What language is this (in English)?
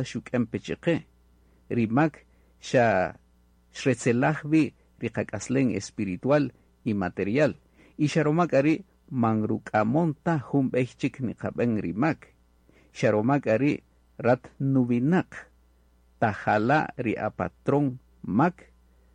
Kaqchikel